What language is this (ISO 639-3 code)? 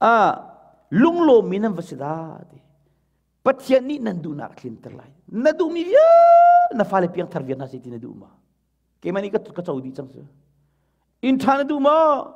cnh